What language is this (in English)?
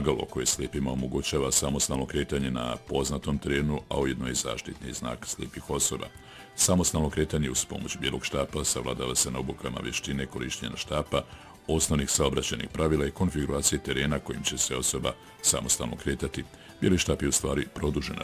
Bosnian